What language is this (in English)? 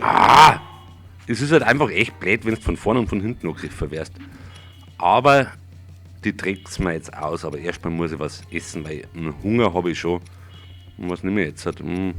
Bavarian